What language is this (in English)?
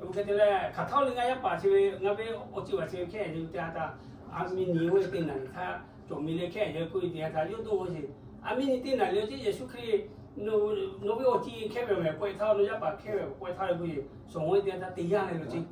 Lahu